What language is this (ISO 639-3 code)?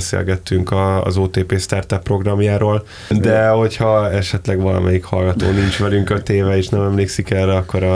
hun